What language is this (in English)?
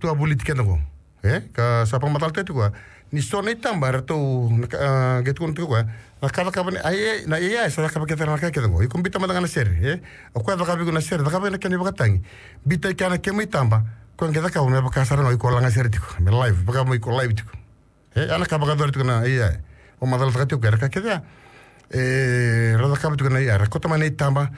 Fijian